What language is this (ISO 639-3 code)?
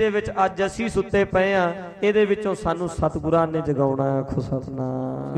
pan